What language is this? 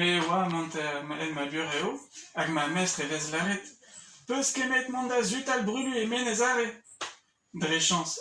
Breton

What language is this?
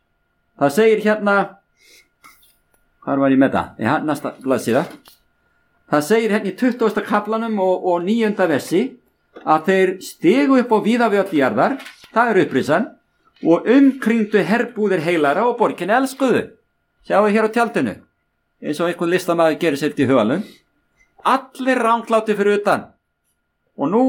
Icelandic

